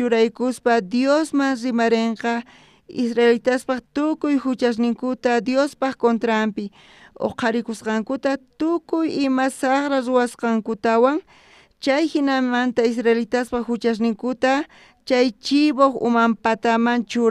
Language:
South Bolivian Quechua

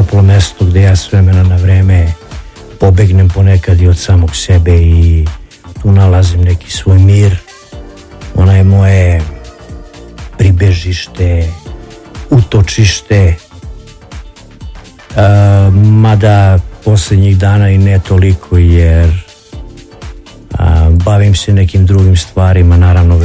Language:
Serbian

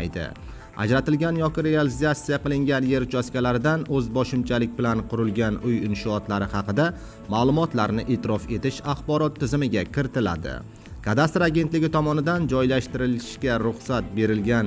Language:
Uzbek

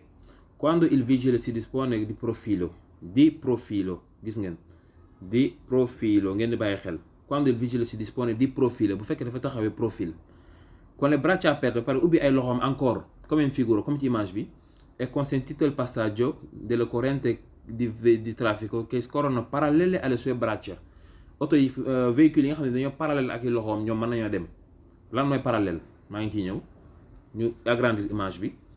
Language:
Wolof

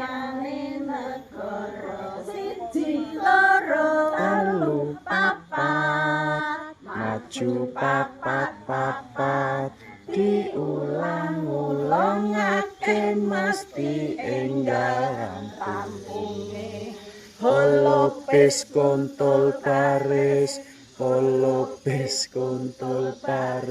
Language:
Javanese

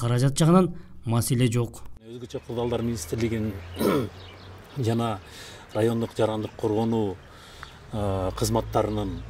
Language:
Kyrgyz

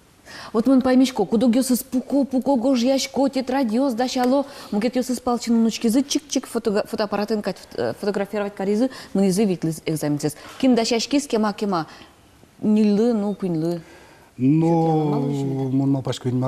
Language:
Udmurt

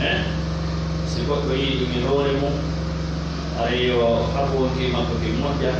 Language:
Pular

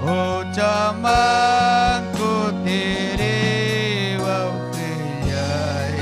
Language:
Ayacucho Quechua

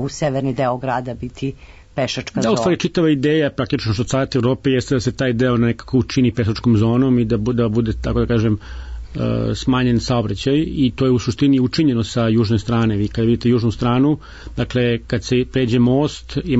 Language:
Serbian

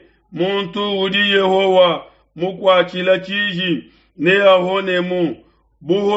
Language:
Luba-Lulua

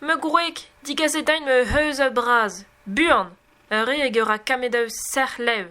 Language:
Breton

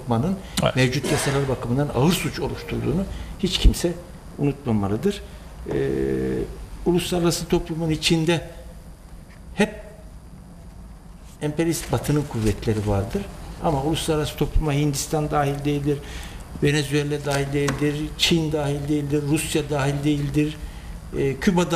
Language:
Turkish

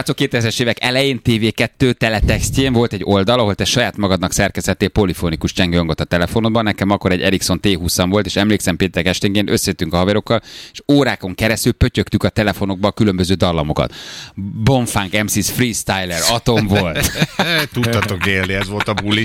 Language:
Hungarian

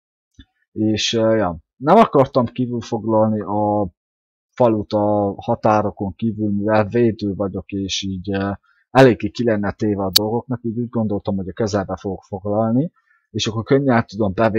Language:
Hungarian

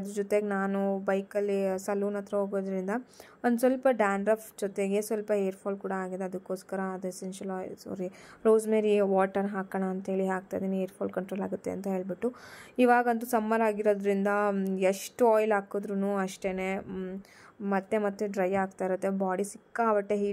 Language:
Kannada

